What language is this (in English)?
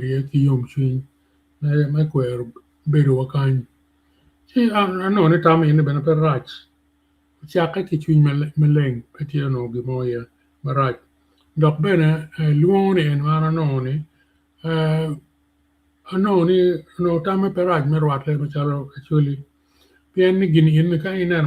Acoli